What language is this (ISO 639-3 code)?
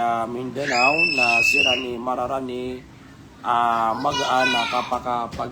mrw